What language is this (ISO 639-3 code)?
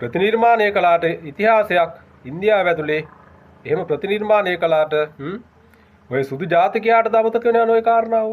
sin